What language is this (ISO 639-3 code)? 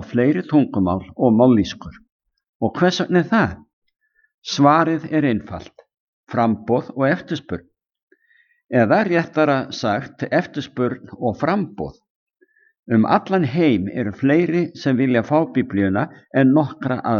isl